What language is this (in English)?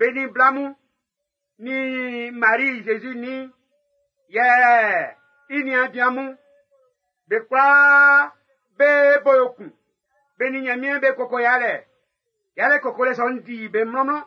Baoulé